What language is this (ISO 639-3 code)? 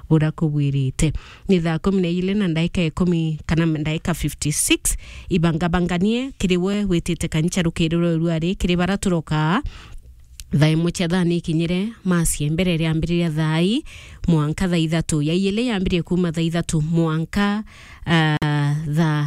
mer